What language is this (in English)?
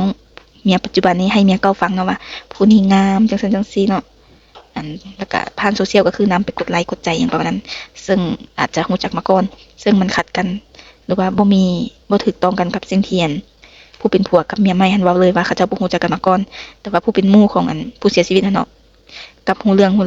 Lao